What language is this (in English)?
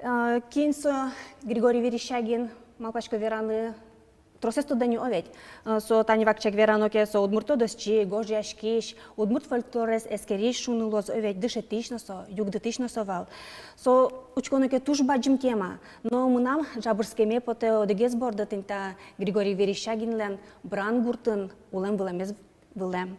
Udmurt